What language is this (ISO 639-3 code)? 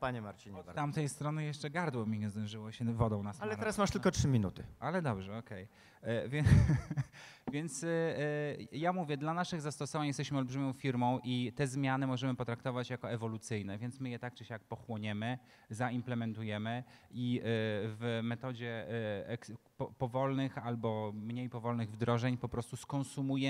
pol